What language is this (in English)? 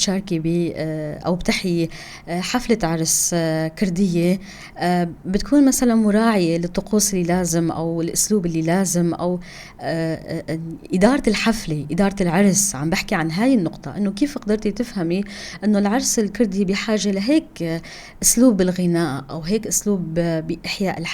North Levantine Arabic